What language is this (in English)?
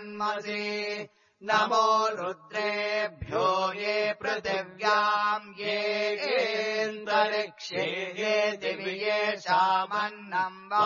Sanskrit